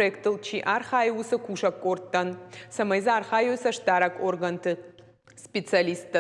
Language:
Ossetic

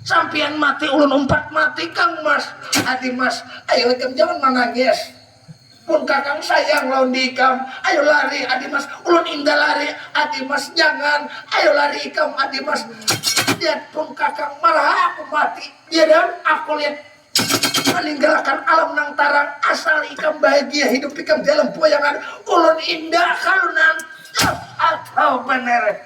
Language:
Banjar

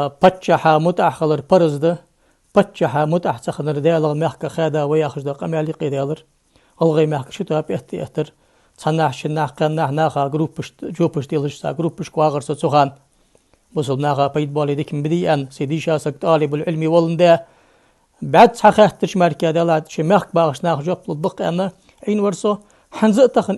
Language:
Ingush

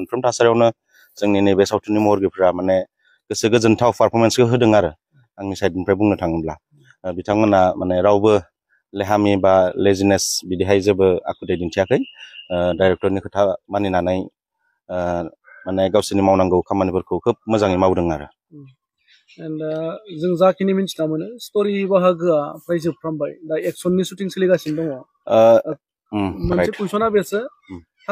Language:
Bodo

